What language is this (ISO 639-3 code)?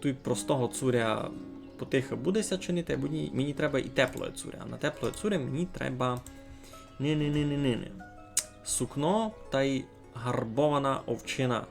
rue